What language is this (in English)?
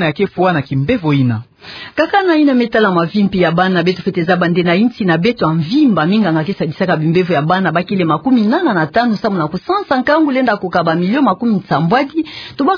Kituba (Democratic Republic of Congo)